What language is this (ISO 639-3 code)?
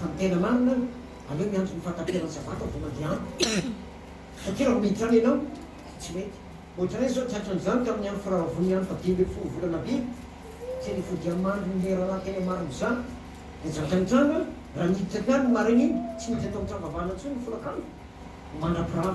mlg